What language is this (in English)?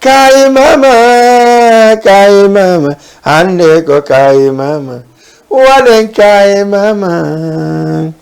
Fula